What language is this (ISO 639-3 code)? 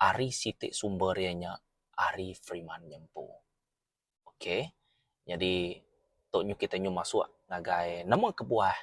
iba